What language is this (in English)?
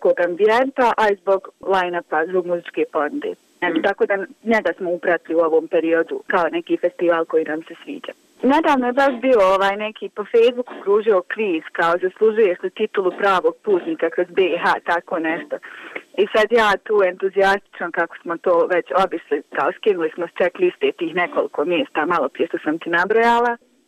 Bosnian